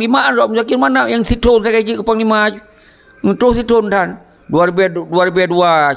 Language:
Achinese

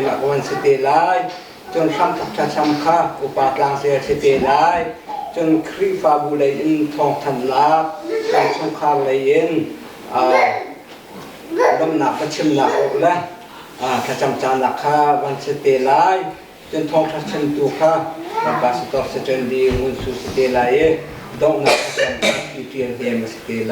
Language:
Hakha Chin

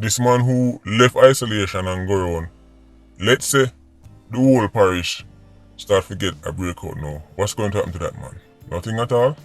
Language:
Jamaican Creole English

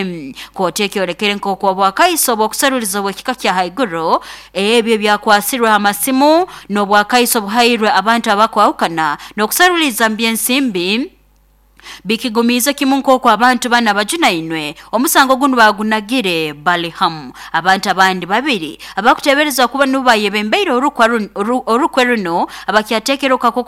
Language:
Nyoro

